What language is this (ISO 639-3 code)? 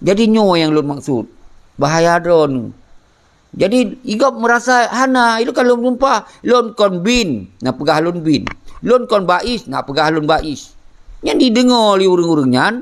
ace